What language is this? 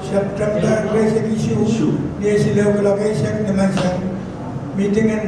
Pohnpeian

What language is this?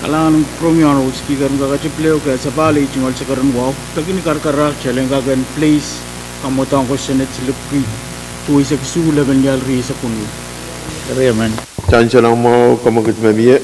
Pohnpeian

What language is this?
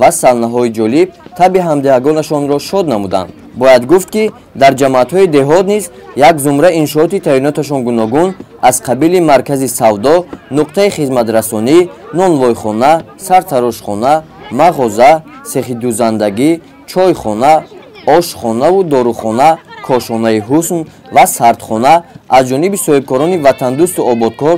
Tajik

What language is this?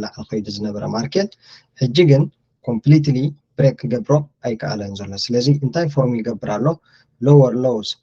Tigrinya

